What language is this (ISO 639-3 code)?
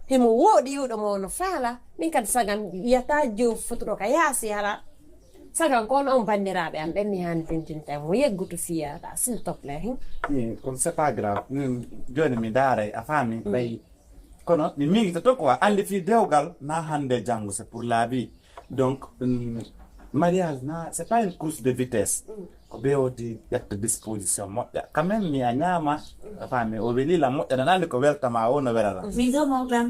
ful